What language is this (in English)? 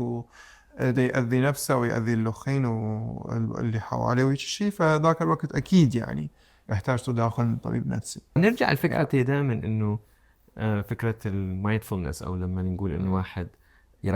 Mesopotamian Arabic